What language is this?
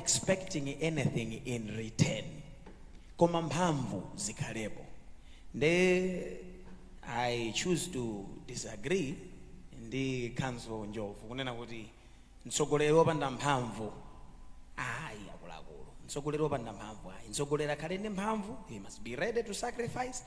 Nyanja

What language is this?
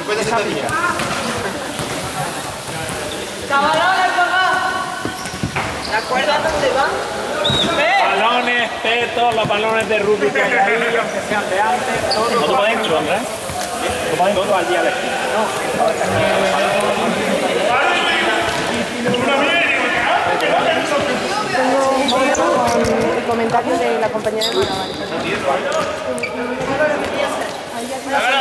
Spanish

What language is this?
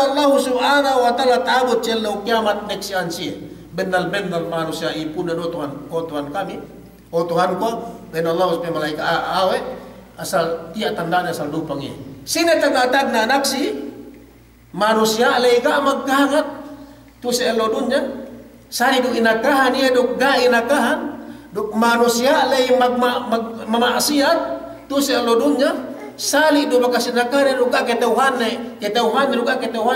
Yakan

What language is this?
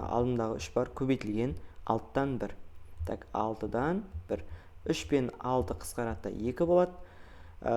Kazakh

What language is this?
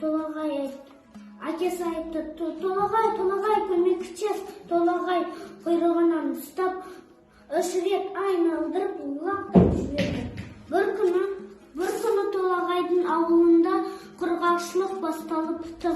Kazakh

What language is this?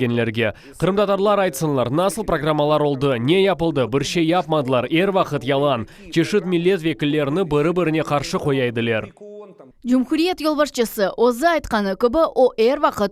Crimean Tatar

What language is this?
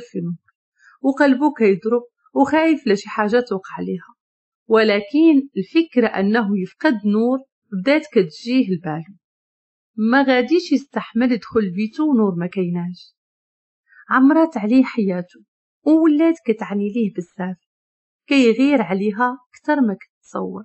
Moroccan Arabic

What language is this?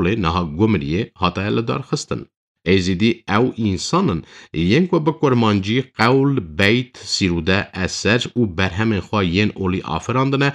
Kurdish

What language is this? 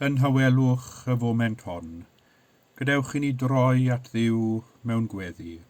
Welsh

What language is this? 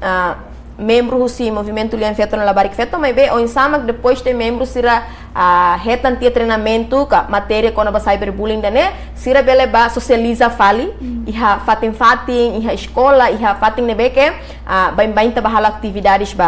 Tetum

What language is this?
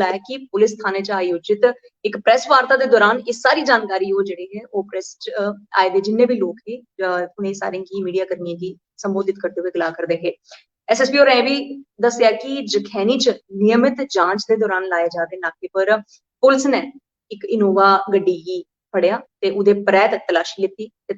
Dogri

